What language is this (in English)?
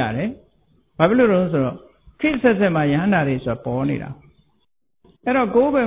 Burmese